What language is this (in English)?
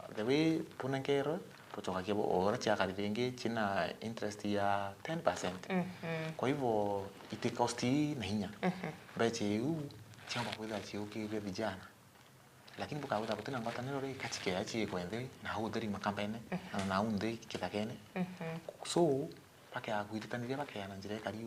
Meru